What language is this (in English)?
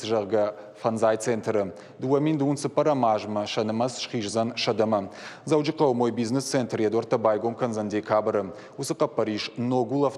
Ossetic